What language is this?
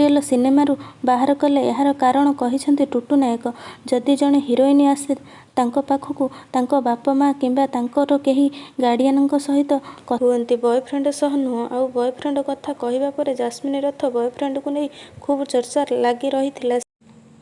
Odia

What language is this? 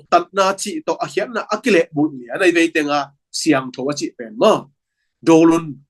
Tedim Chin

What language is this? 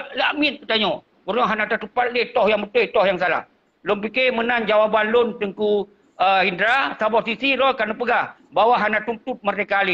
Achinese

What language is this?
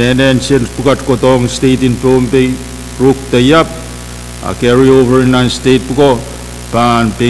Pohnpeian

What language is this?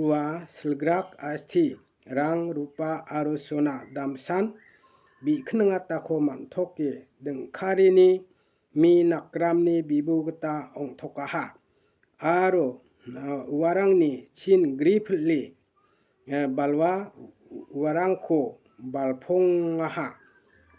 Garo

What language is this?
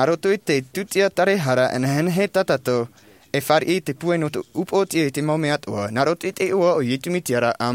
Tahitian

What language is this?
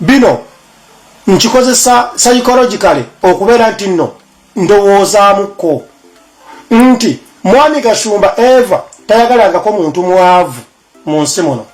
Ganda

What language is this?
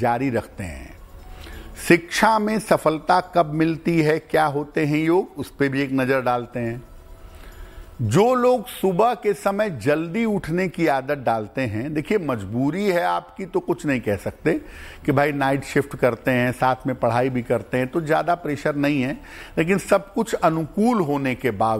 Hindi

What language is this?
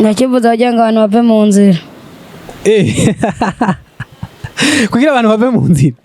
Rundi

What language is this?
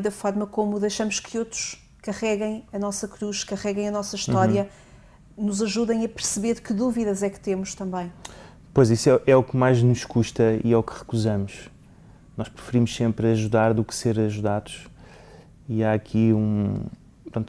Portuguese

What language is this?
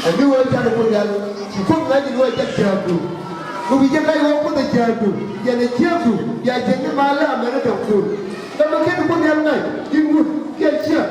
Nuer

